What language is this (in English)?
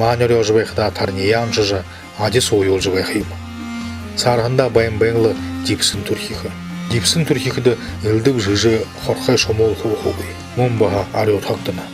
Buriat